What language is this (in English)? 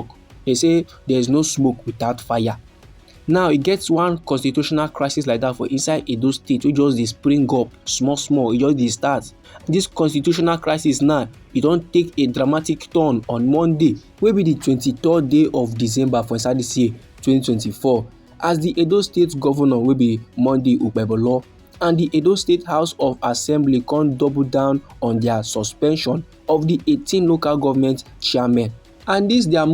Nigerian Pidgin